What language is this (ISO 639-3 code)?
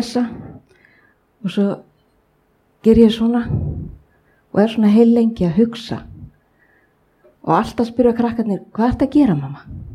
isl